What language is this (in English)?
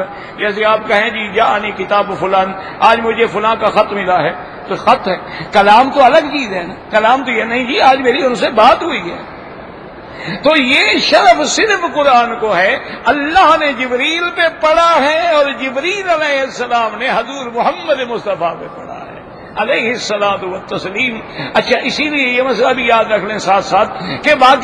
Urdu